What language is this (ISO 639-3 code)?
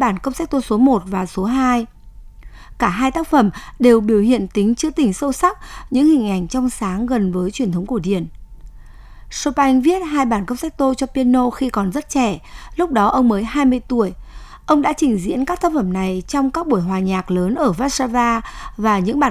vie